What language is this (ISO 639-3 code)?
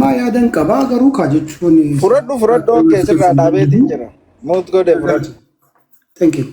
orm